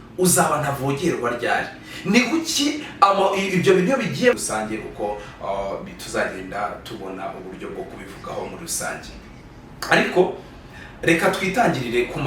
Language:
Kinyarwanda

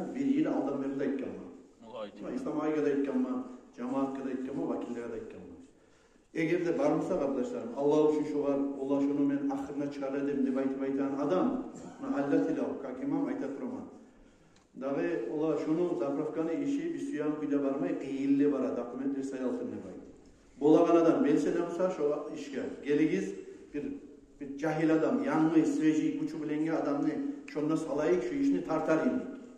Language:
Kumyk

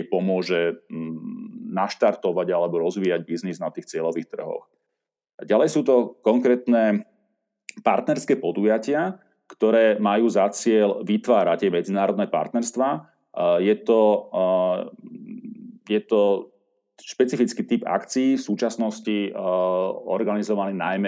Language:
Slovak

